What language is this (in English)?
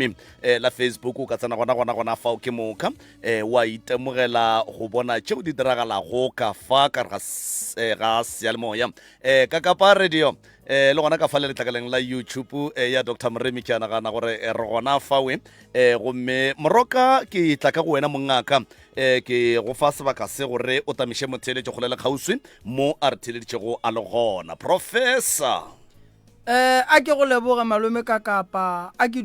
Northern Sotho